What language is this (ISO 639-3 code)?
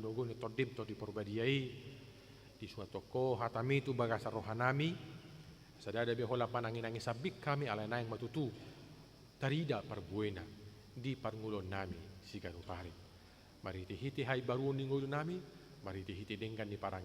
bbc